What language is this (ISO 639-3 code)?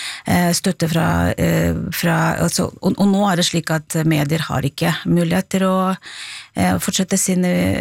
nor